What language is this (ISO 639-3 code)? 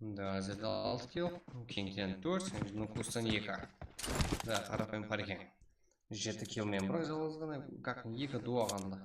kaa